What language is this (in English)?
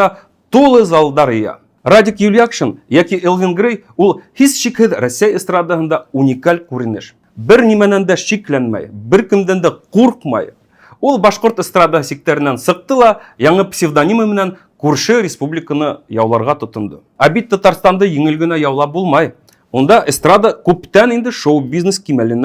Bashkir